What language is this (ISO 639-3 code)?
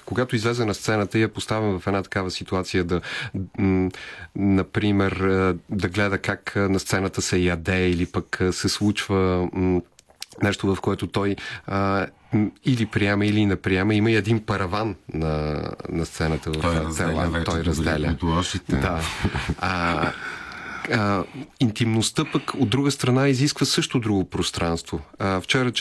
bul